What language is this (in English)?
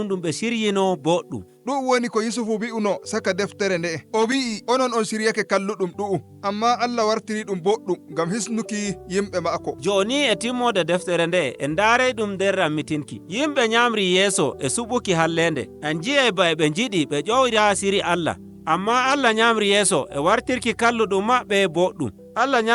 Nigerian Fulfulde